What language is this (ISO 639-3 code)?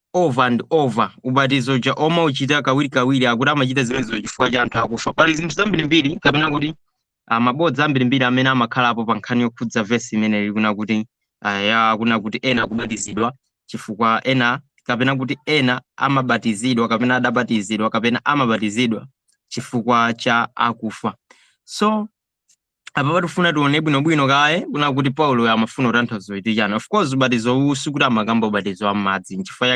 nya